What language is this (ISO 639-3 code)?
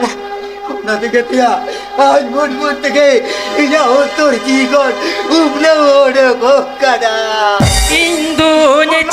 sat